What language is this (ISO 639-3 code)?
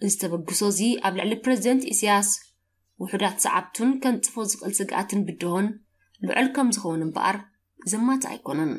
tir